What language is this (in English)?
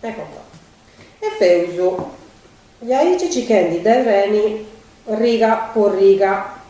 Sardinian